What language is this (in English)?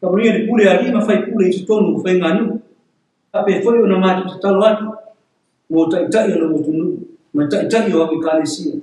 Samoan